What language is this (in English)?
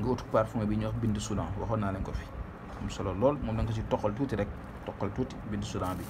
Wolof